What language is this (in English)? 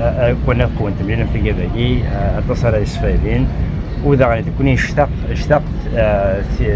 Kabyle